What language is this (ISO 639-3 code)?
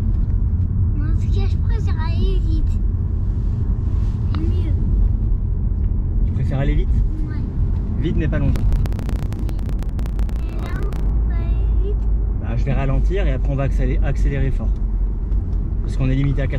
fra